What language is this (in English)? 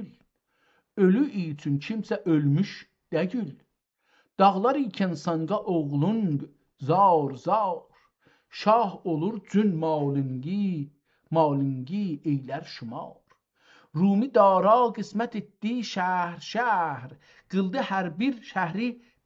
South Azerbaijani